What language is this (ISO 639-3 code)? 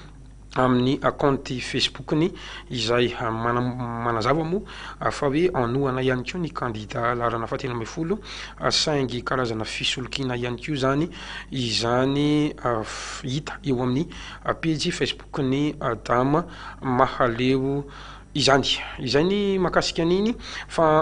mlg